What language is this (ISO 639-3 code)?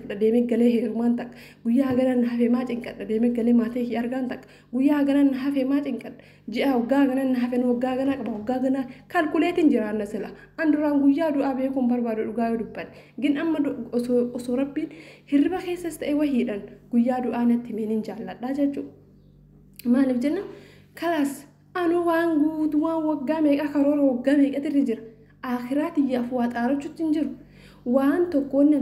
orm